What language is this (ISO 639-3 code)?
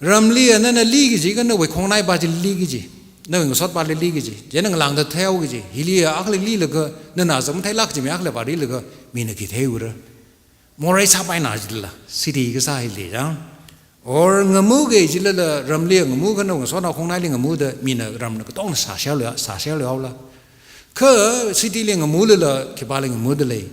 nmf